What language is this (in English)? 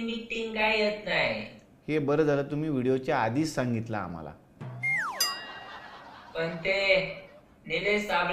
Marathi